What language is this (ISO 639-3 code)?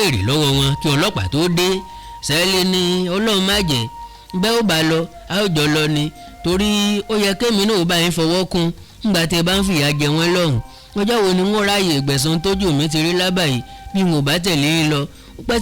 yor